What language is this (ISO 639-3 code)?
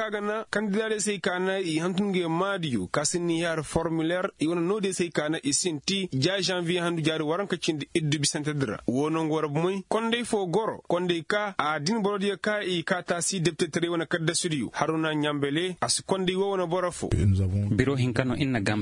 ses